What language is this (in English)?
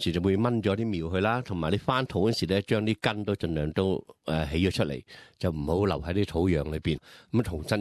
Cantonese